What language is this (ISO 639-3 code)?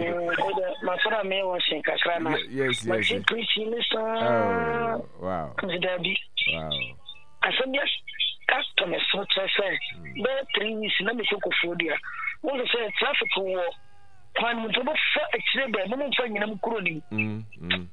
aka